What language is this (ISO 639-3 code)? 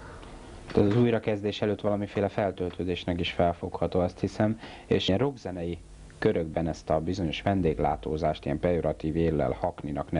hun